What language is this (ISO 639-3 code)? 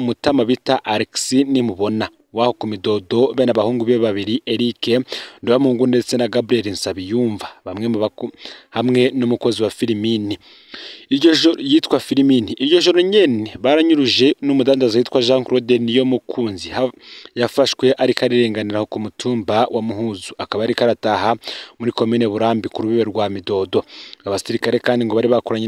run